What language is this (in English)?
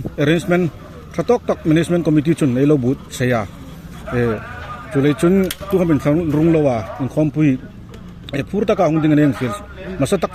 Hmar